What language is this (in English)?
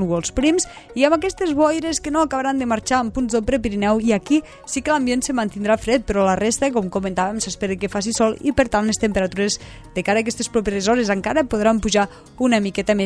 Catalan